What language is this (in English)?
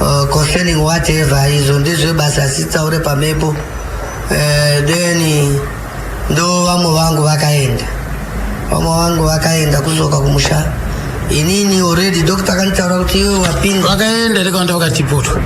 Shona